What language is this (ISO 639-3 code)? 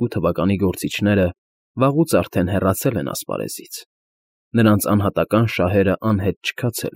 hye